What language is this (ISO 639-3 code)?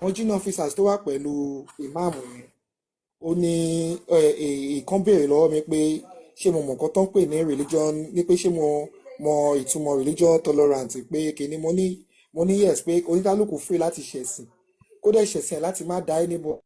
yor